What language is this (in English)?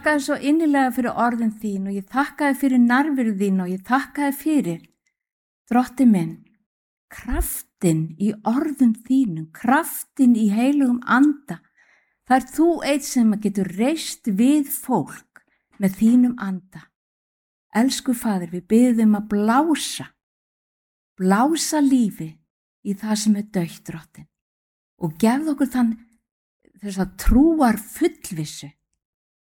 Icelandic